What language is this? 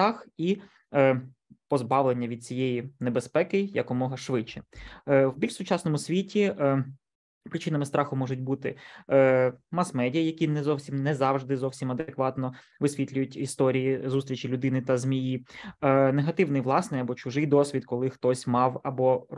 Ukrainian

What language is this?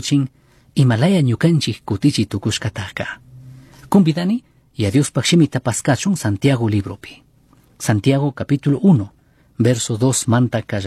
Chimborazo Highland Quichua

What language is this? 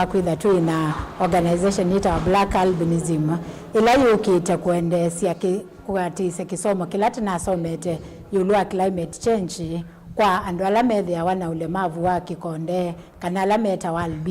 Kamba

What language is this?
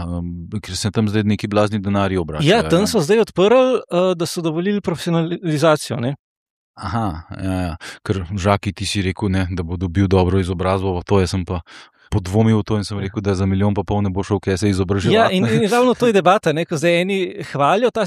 Slovenian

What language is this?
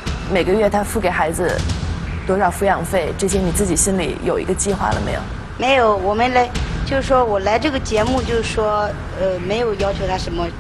Chinese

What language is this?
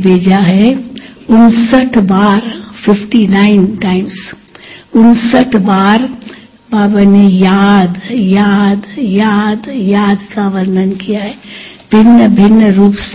Hindi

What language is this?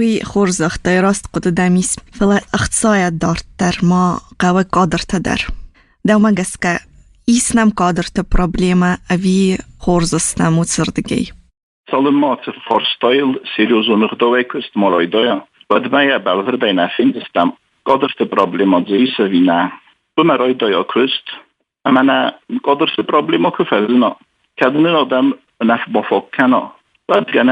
Ossetic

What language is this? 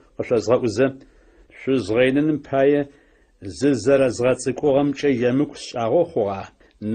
Adyghe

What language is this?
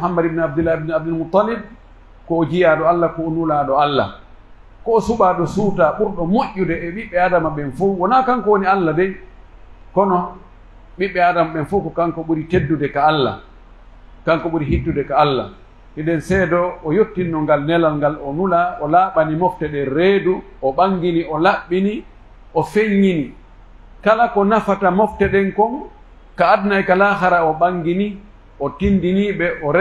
Pular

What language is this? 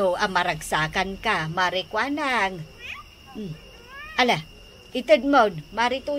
Iloko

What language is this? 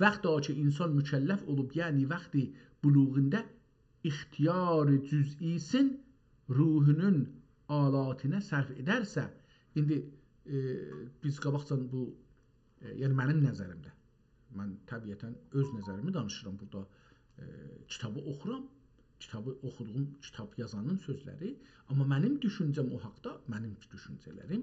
South Azerbaijani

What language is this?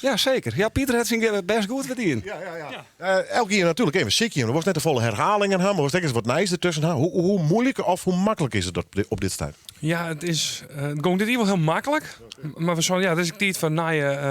Western Frisian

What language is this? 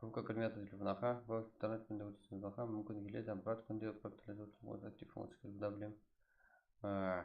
Kara-Kalpak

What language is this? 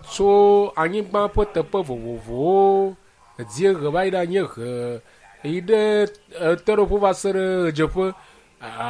Ewe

